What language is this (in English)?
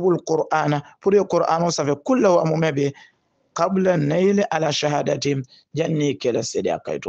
Hausa